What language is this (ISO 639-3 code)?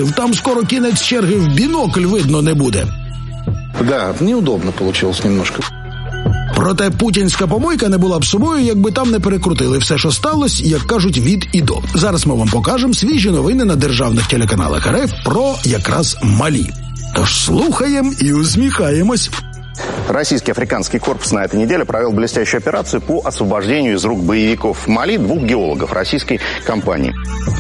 ukr